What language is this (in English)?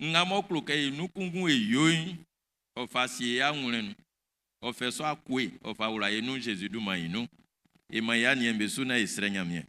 Baoulé